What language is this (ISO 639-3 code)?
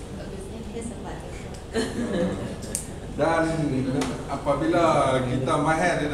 msa